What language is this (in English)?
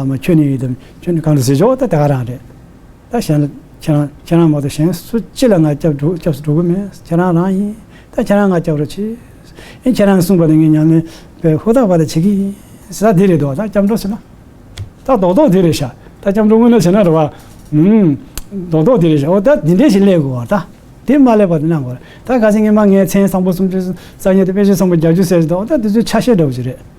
Tibetan